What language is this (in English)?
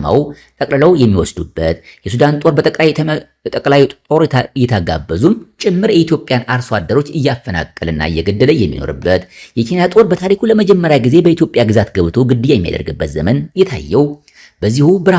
Amharic